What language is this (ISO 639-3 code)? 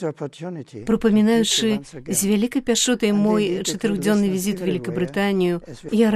bel